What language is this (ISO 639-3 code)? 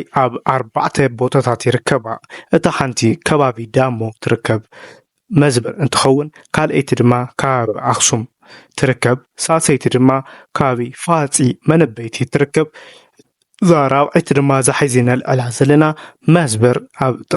tir